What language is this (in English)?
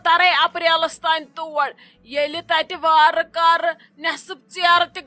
Kashmiri